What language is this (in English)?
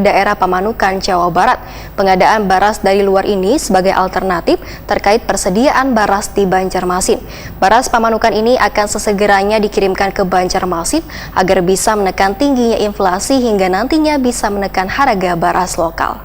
Banjar